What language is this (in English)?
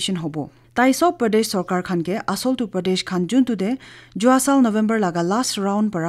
Naga Pidgin